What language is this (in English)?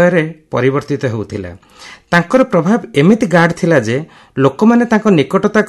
Odia